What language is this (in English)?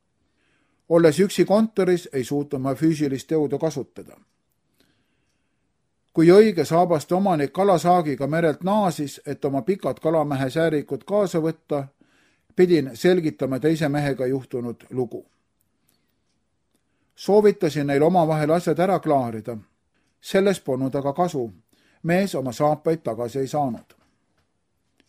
Estonian